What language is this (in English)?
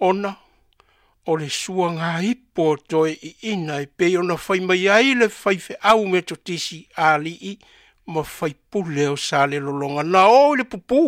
Samoan